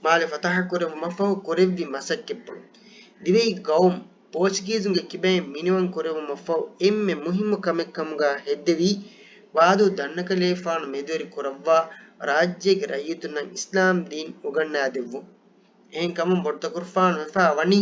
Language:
Divehi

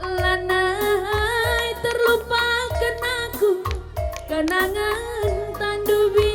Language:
Batak Karo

